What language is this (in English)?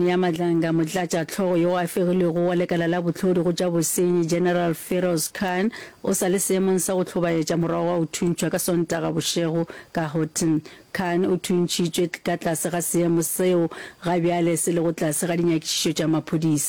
Northern Sotho